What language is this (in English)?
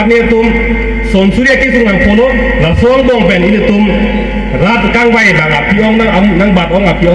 Karbi